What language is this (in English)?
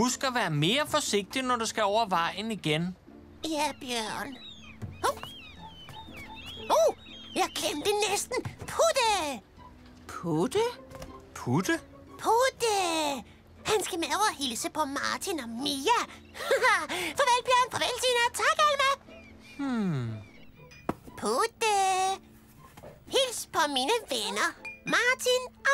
Danish